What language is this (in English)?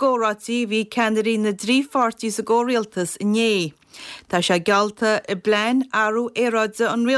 Irish